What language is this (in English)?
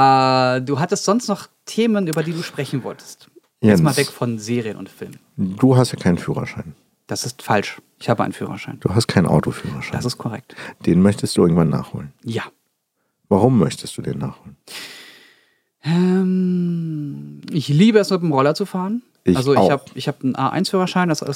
German